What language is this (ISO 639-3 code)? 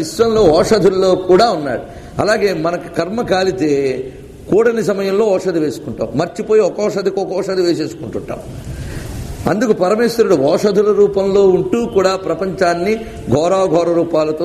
tel